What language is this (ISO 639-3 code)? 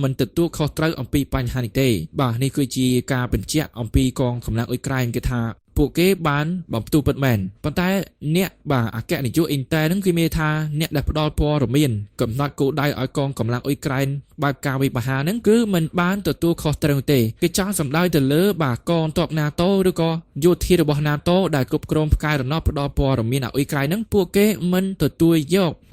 khm